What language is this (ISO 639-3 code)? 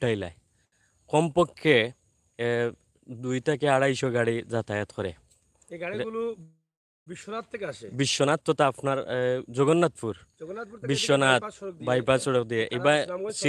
syl